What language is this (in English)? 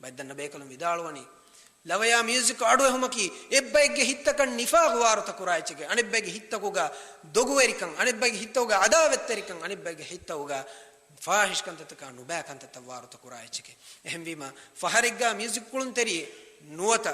Divehi